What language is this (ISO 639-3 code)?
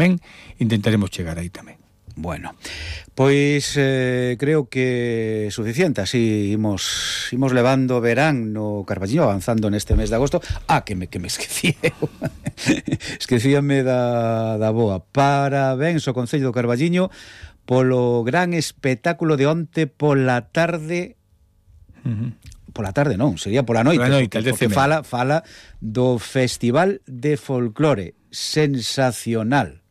glg